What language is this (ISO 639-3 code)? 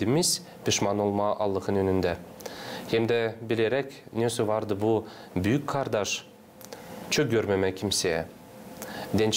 gag